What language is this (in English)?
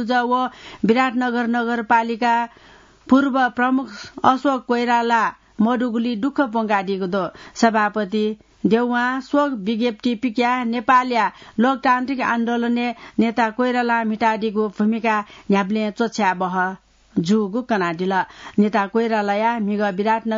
Newari